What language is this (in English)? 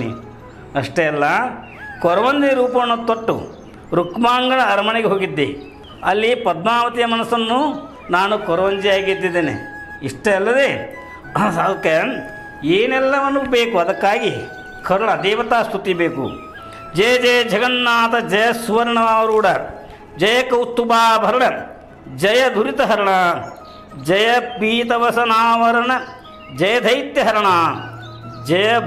Kannada